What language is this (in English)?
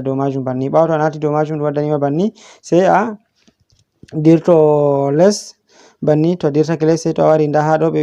Fula